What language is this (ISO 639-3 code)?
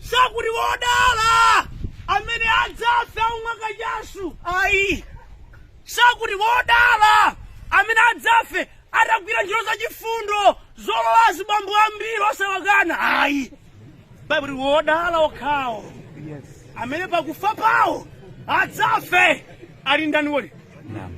nya